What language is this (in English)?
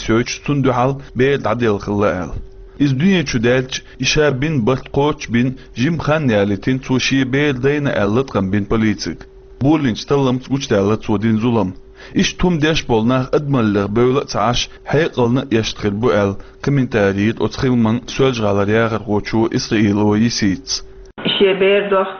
Chechen